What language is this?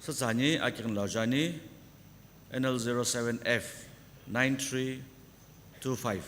Sumi Naga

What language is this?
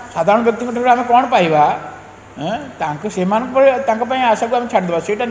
Odia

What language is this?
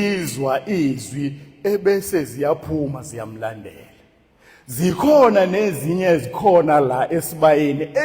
Zulu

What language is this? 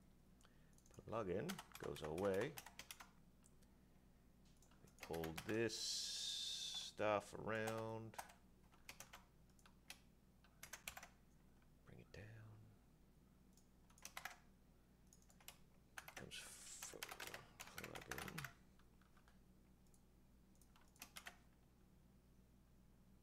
English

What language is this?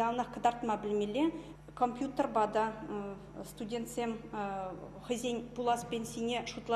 Chuvash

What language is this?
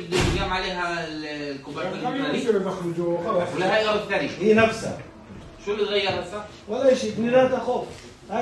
North Levantine Arabic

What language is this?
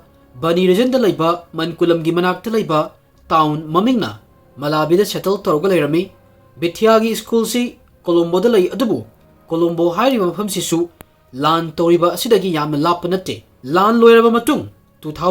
Manipuri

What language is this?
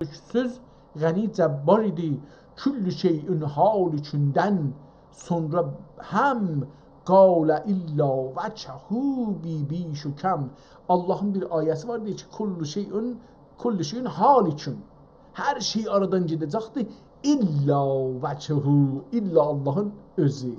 South Azerbaijani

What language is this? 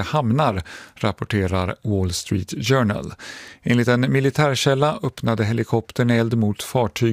Swedish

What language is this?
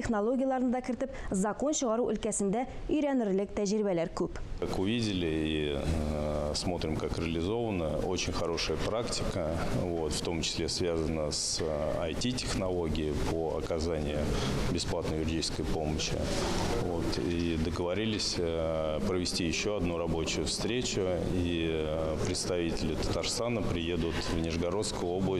Tatar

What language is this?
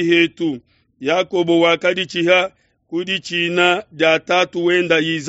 Luba-Lulua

